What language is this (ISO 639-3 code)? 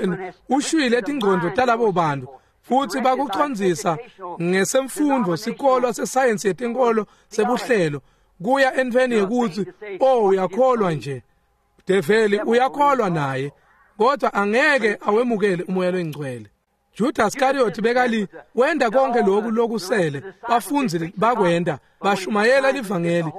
ssw